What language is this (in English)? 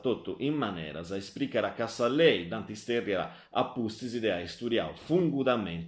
Sardinian